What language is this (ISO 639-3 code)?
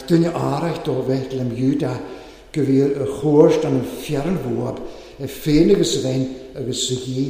cym